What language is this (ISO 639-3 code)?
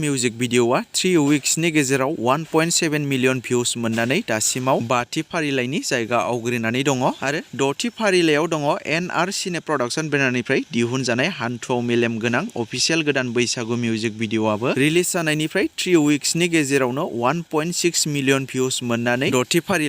brx